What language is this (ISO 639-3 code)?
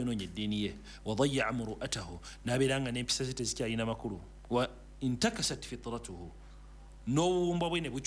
lug